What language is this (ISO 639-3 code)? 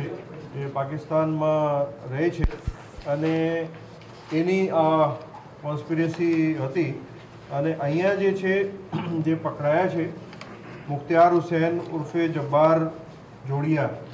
guj